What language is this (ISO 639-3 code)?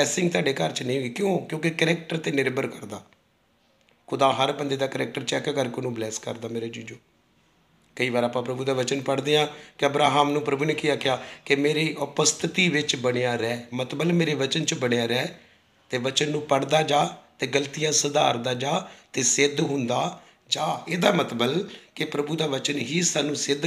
pan